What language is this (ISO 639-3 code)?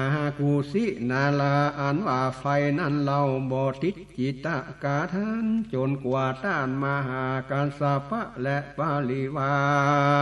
nod